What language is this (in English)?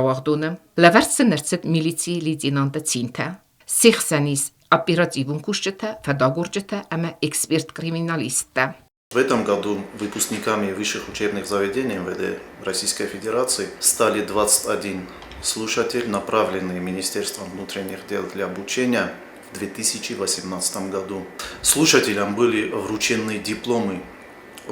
Ossetic